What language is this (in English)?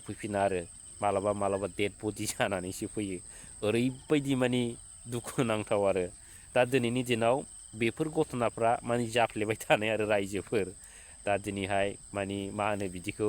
Bodo